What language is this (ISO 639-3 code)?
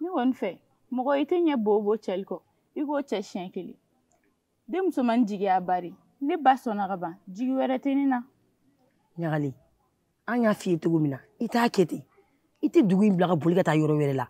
bam